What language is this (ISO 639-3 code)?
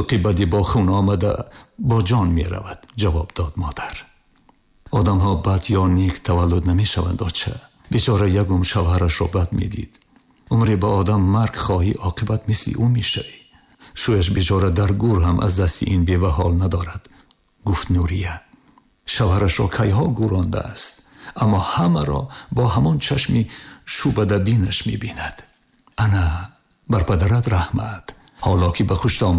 tgk